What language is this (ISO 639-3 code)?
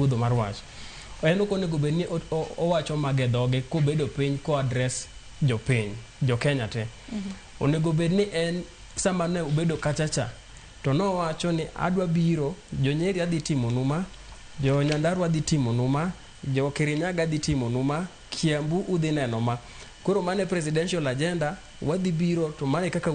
luo